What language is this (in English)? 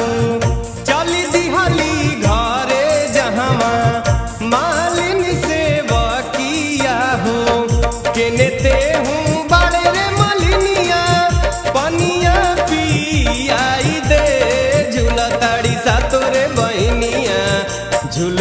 Bhojpuri